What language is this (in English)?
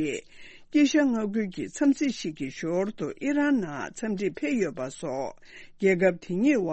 Tibetan